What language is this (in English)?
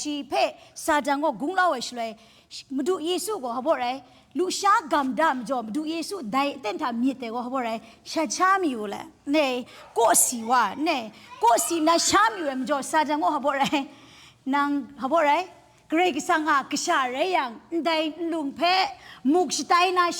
Kachin